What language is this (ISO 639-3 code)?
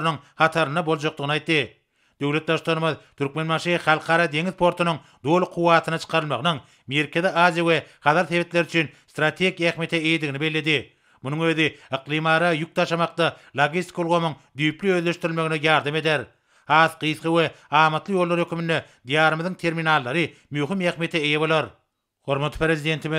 tuk